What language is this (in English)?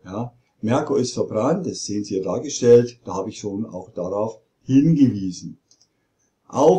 German